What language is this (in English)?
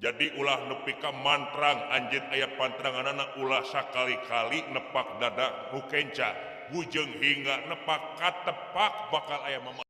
Sundanese